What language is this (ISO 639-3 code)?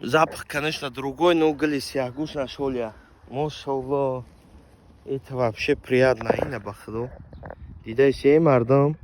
tgk